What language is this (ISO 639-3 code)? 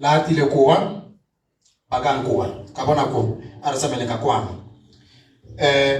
tsn